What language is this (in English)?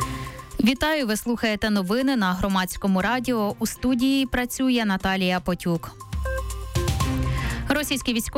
Ukrainian